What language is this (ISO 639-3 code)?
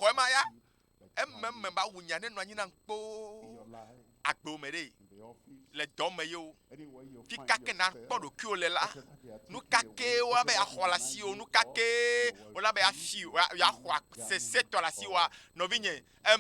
ewe